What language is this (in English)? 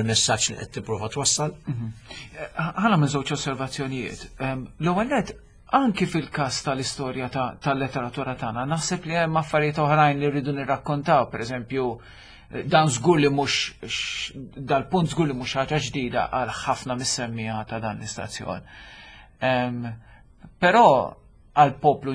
Maltese